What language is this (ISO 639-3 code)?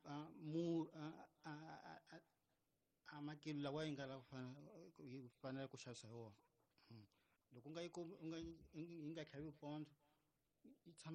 tso